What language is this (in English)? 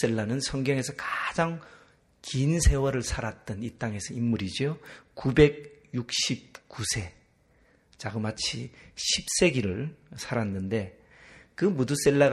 Korean